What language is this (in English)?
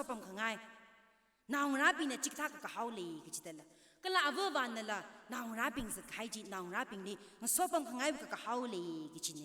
Tangkhul Naga (India)